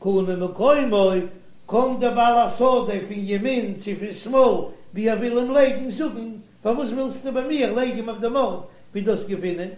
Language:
Yiddish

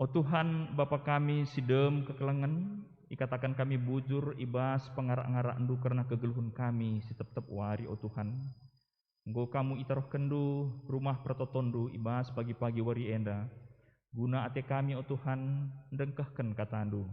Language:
Batak Karo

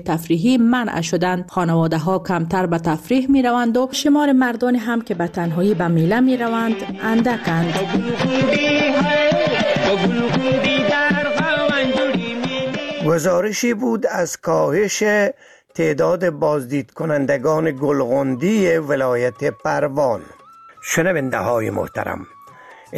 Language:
Persian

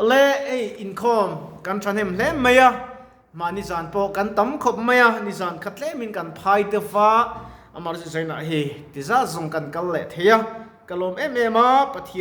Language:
Mizo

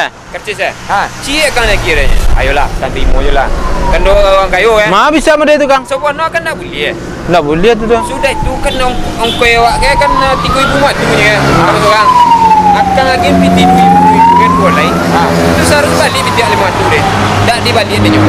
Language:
Minangkabau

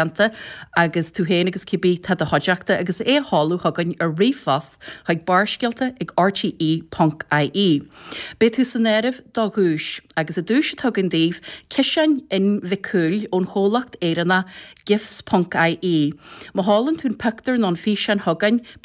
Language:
Irish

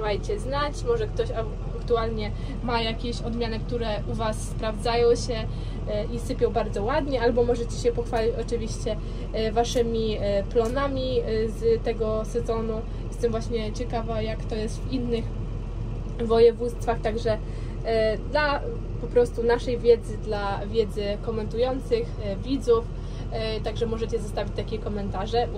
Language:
Polish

